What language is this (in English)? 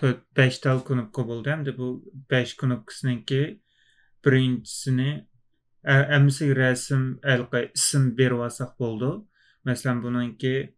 Uyghur